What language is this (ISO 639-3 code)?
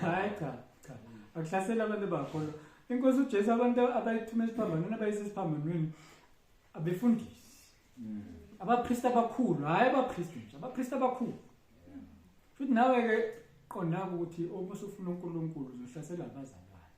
zul